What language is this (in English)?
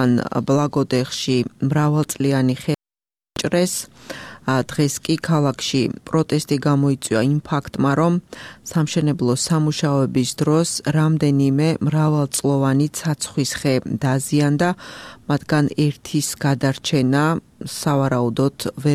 Georgian